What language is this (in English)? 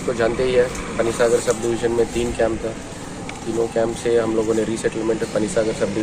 Riang (India)